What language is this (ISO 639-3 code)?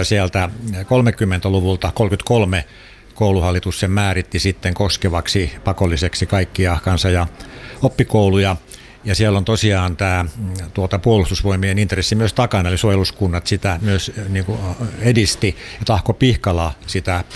fin